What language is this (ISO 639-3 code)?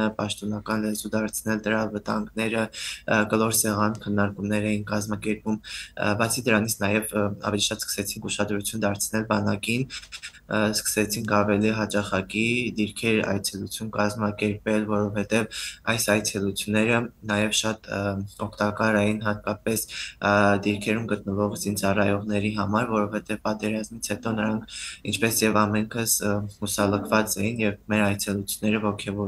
hyw